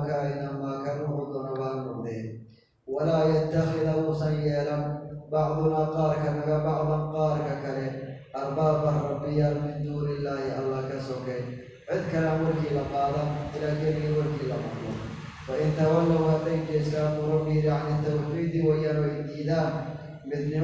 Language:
Somali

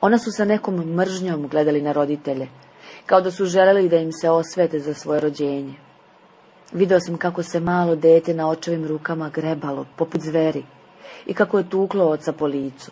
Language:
Serbian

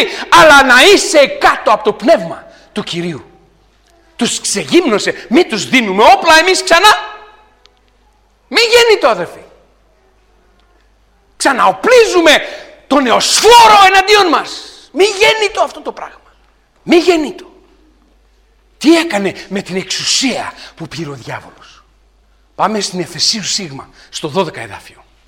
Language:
Greek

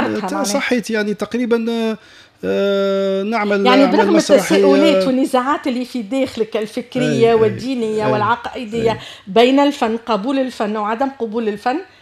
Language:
Tunisian Arabic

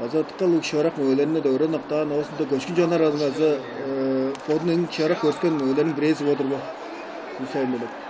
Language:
Tuvinian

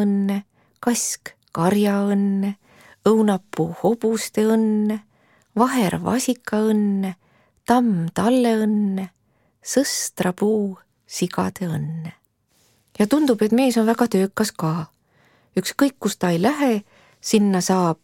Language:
Estonian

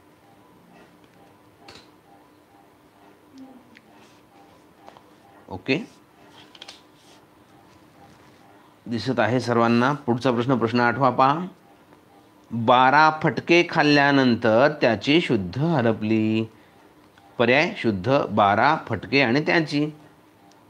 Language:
Marathi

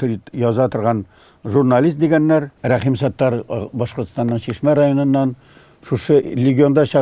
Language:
Tatar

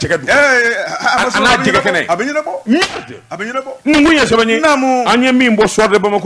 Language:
Bambara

